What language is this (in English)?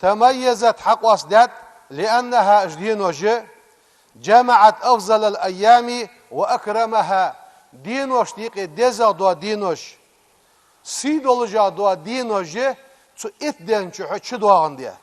Ingush